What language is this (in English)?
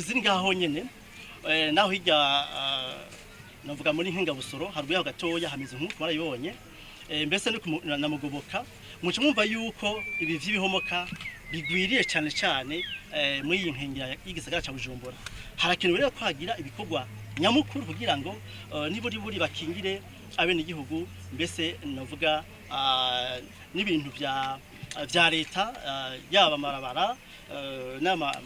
Rundi